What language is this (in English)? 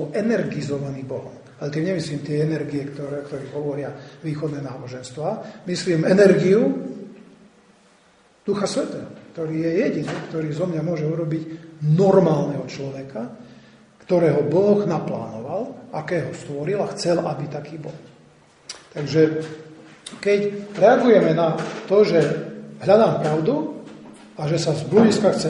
Slovak